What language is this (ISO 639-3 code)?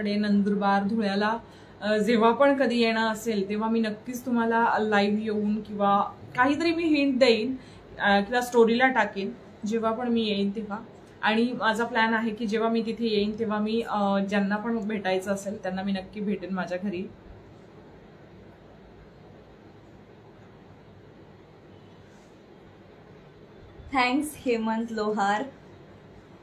mar